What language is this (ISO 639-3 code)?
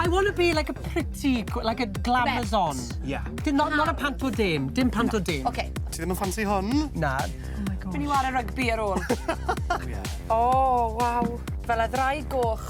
cym